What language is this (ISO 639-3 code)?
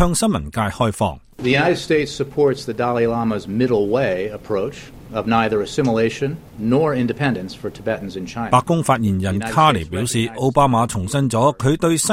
yue